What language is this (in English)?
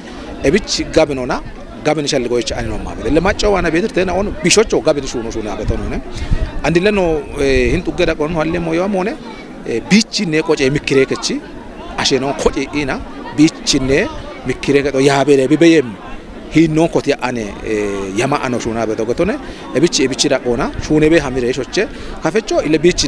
Kafa